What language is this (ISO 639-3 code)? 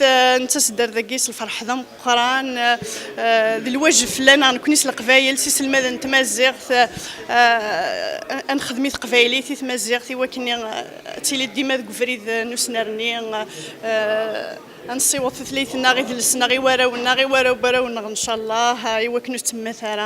kab